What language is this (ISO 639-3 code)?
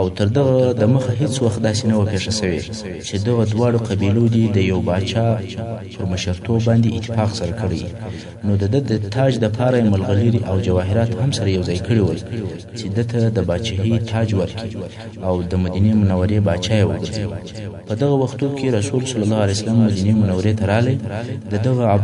pus